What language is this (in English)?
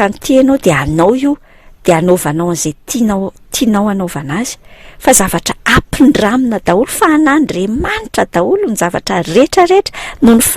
Malagasy